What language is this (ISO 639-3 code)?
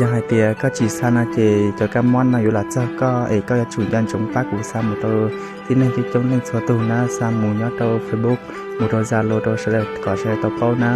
hmn